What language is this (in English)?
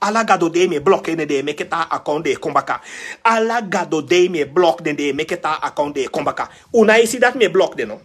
Sranan Tongo